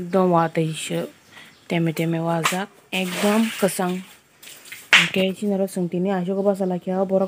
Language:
Kok Borok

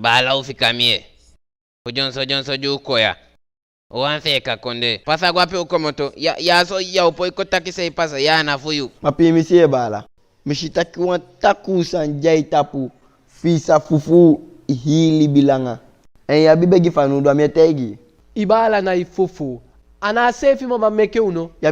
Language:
Eastern Maroon Creole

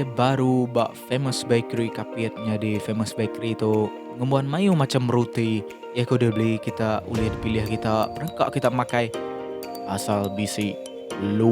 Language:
Iban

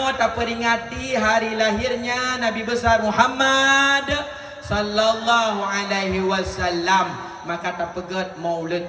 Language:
Achinese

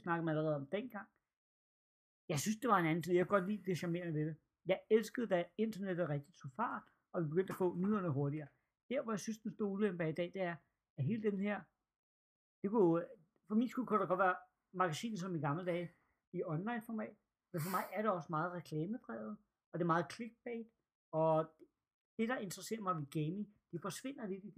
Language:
Danish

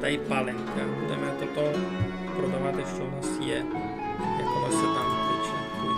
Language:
Rusyn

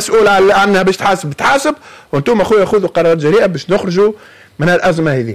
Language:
Tunisian Arabic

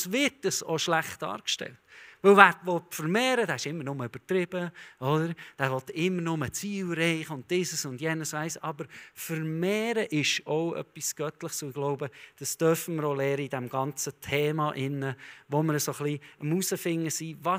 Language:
Swiss German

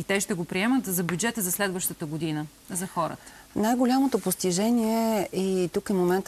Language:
Bulgarian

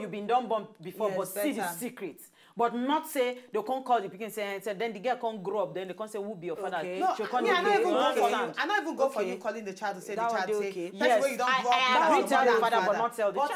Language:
Nigerian Pidgin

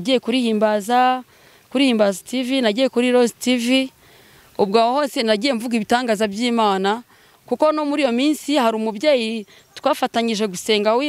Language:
Kinyarwanda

